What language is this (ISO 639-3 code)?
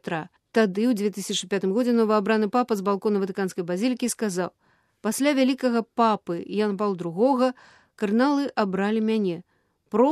bel